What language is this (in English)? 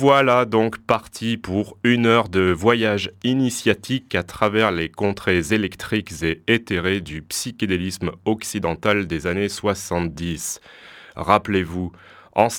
French